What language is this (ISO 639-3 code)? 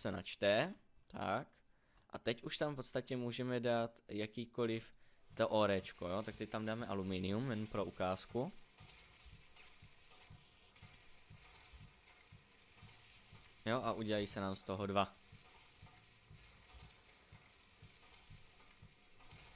ces